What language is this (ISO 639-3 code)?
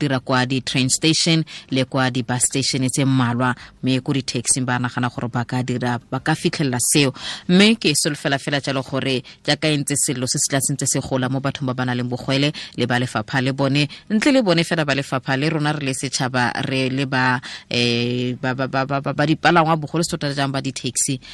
tsn